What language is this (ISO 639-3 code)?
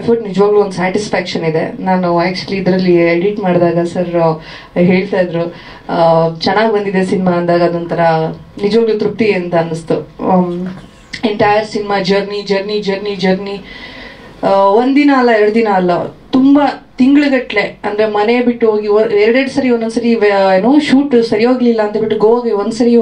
kan